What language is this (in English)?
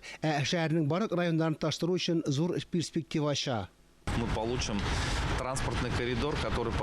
Tatar